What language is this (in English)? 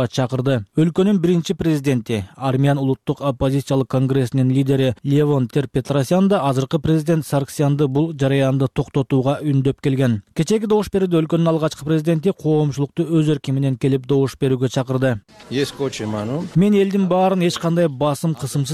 Kyrgyz